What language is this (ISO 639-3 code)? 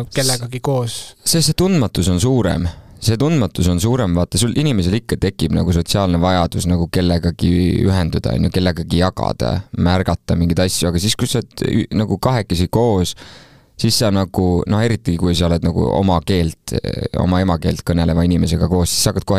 est